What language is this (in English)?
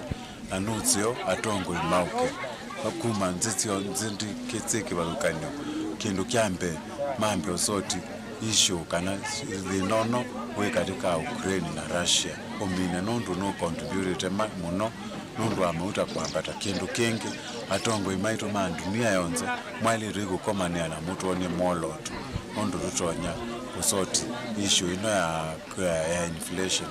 Kamba